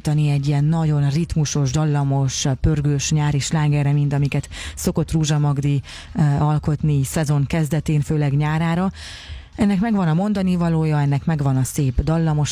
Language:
Hungarian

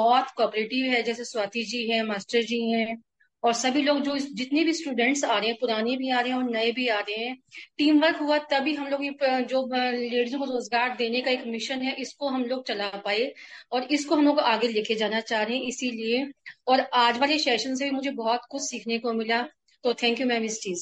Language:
Hindi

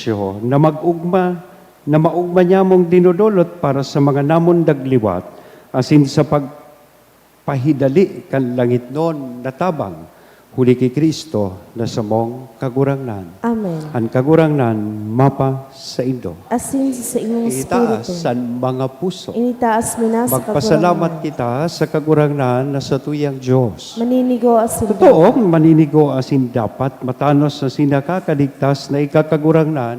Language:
Bikol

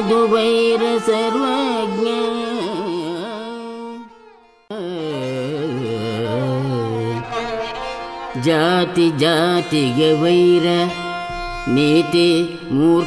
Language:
Kannada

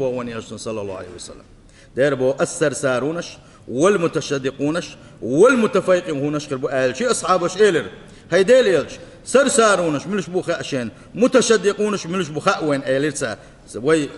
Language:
Chechen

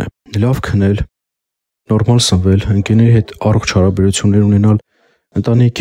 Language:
Armenian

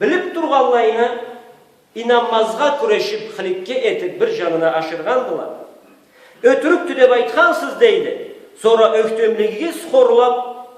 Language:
Karachay-Balkar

